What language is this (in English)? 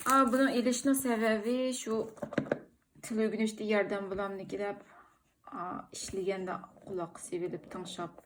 Uyghur